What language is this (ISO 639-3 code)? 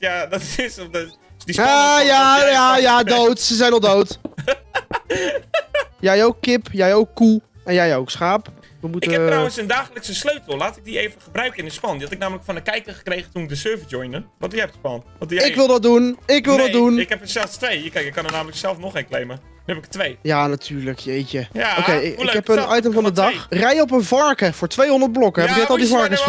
nld